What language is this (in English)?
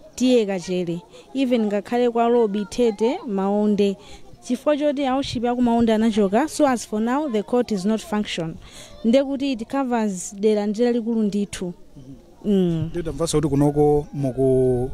Nyanja